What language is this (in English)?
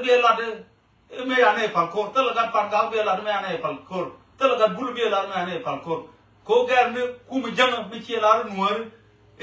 Nuer